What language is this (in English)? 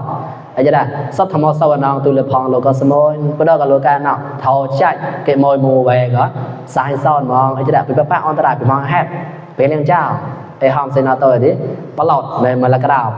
Mon